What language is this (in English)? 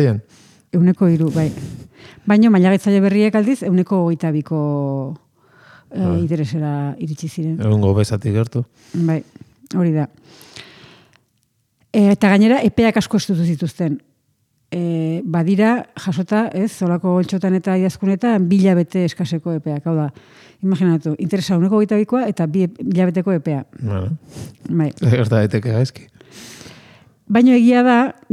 Basque